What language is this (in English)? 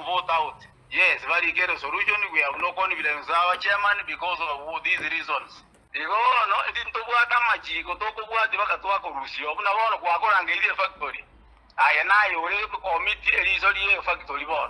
Gusii